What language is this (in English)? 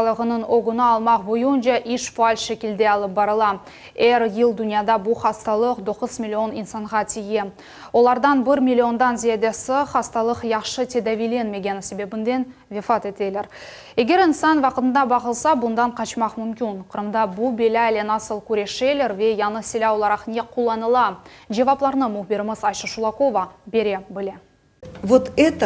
Crimean Tatar